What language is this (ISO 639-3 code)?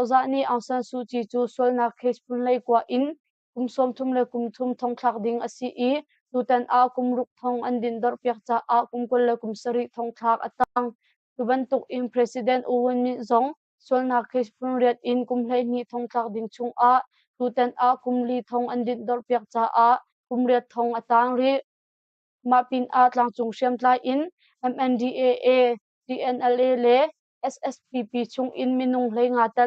cnh